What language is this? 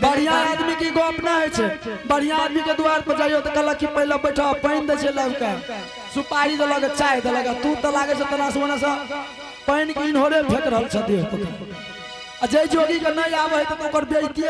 Angika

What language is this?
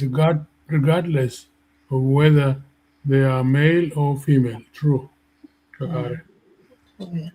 Acoli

